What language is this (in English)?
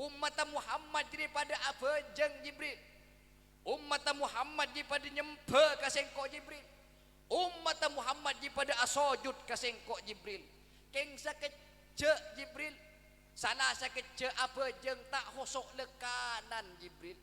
Madurese